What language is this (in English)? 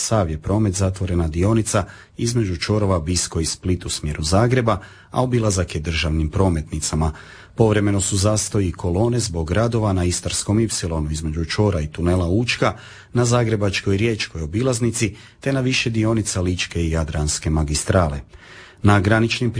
Croatian